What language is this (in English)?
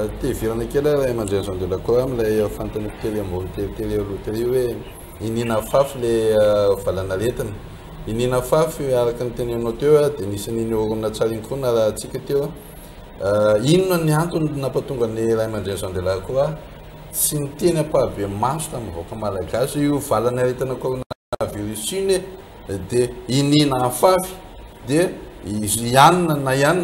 Malagasy